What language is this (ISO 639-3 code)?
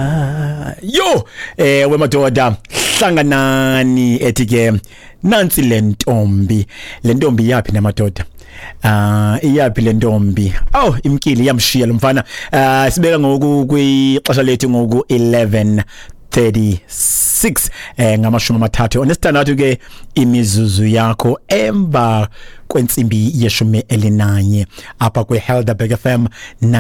xho